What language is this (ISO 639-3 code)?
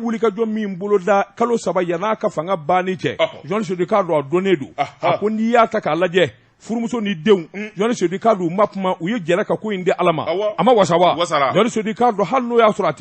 bam